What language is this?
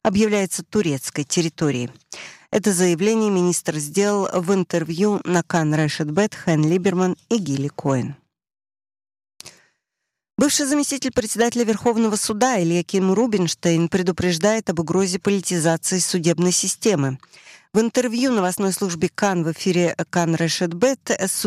Russian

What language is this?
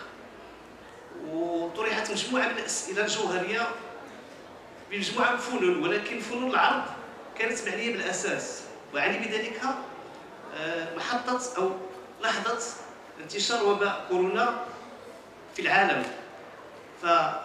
Arabic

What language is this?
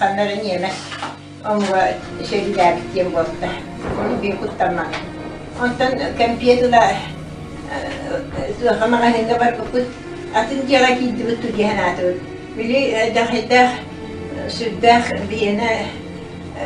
Yakut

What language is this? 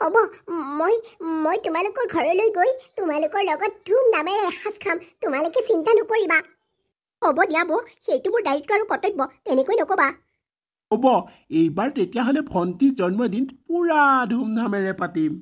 Assamese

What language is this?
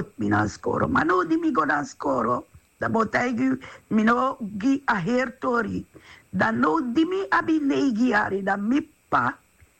Sranan Tongo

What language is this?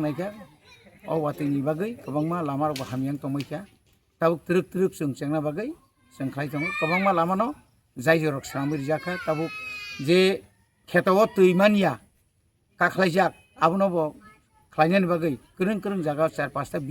Kok Borok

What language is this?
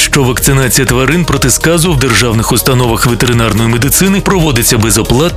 Ukrainian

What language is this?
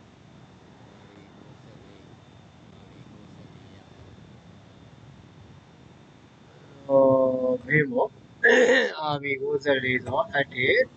Burmese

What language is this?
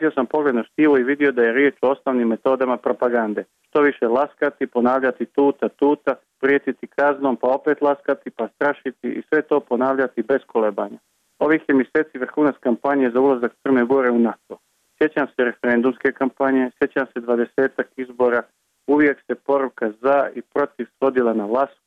Croatian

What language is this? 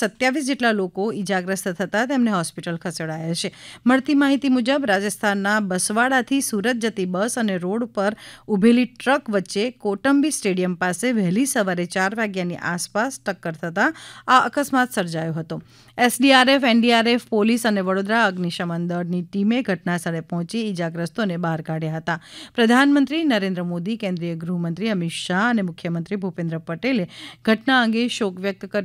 Gujarati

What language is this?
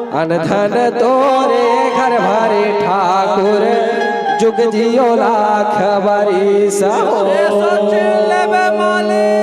Chhattisgarhi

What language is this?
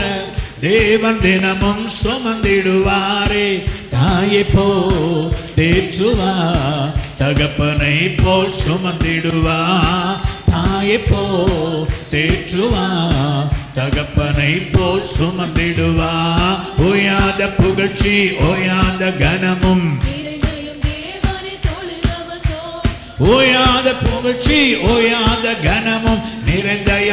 Tamil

